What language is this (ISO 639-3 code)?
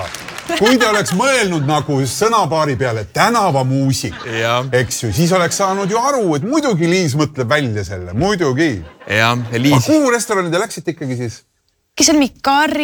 est